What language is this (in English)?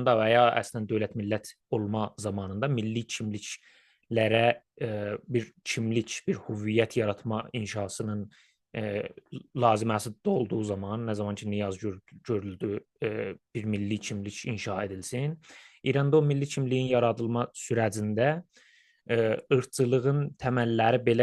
South Azerbaijani